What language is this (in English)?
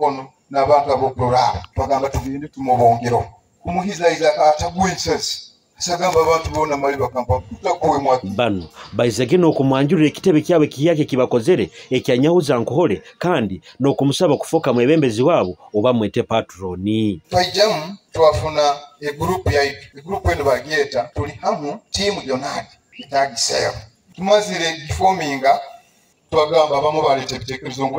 Nyoro